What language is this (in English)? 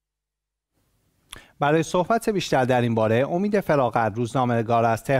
Persian